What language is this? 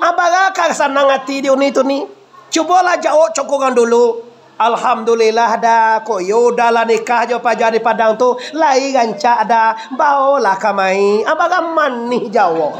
Minangkabau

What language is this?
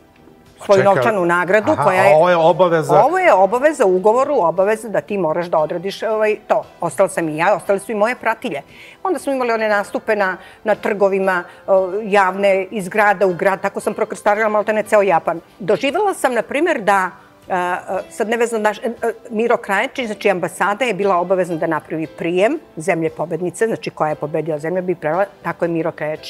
Serbian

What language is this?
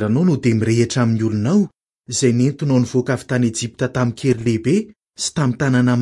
Malagasy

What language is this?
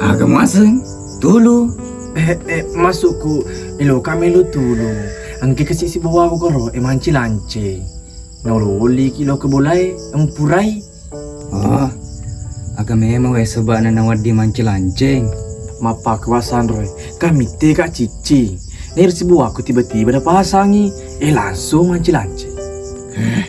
Buginese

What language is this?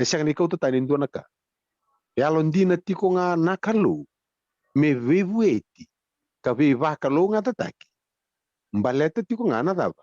Fijian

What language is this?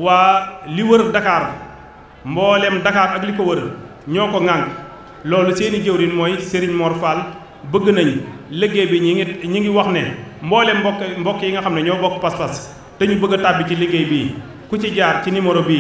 Wolof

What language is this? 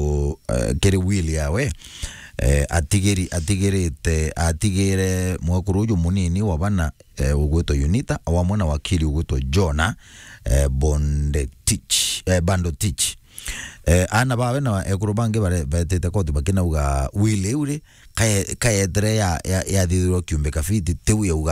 Meru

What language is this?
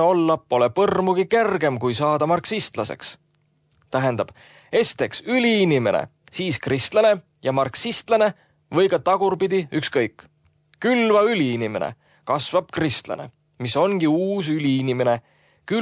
Estonian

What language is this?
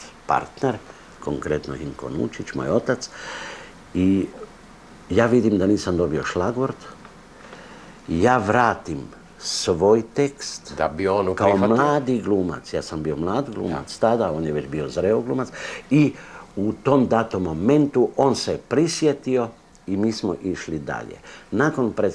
Croatian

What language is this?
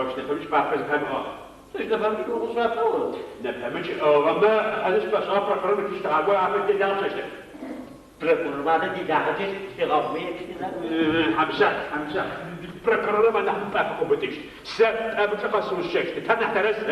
Adyghe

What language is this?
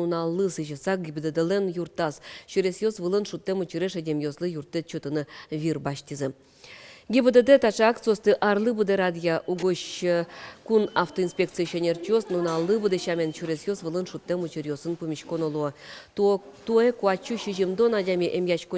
Udmurt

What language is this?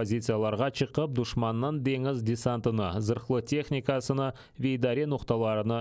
Crimean Tatar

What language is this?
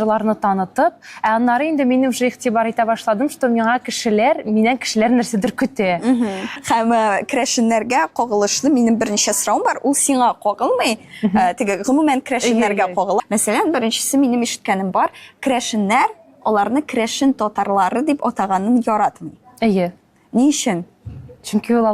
Tatar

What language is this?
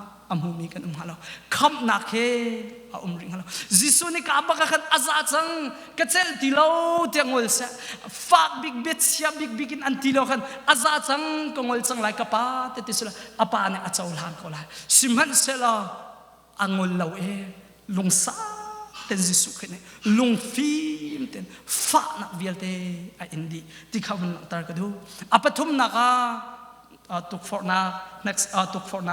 Hakha Chin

